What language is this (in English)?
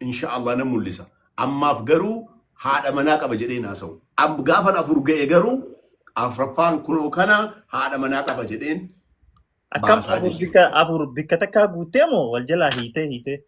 Oromo